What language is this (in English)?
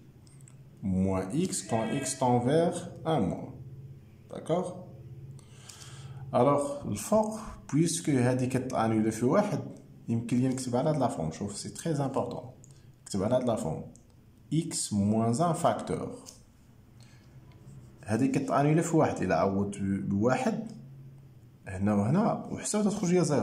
Moroccan Arabic